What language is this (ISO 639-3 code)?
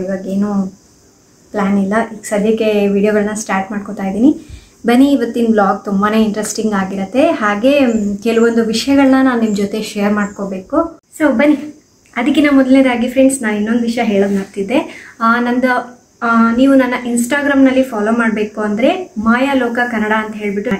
kan